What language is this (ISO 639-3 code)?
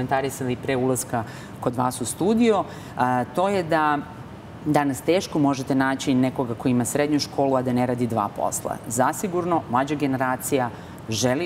srp